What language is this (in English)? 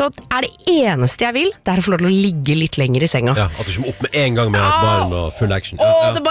Norwegian